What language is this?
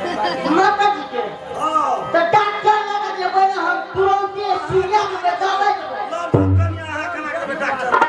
Maithili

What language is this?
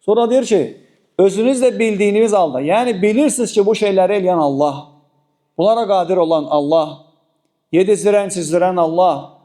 Azerbaijani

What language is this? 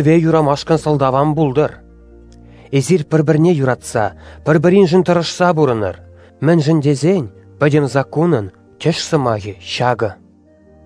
Chuvash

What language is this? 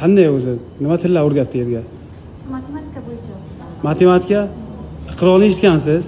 Uzbek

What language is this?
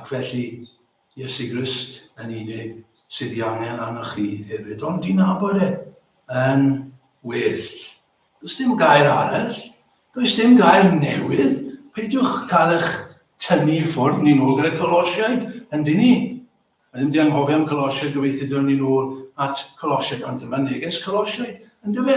Welsh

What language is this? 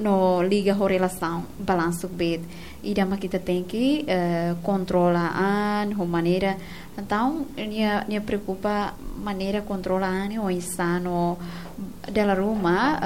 Tetum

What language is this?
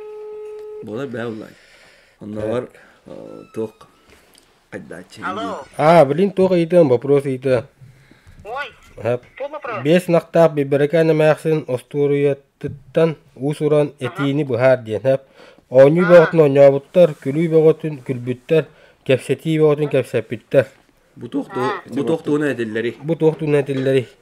Yakut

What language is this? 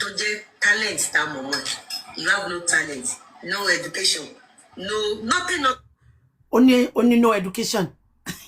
Yoruba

